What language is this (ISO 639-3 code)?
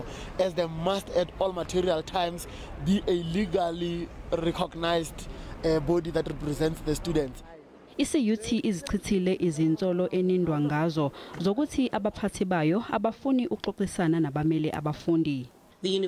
zul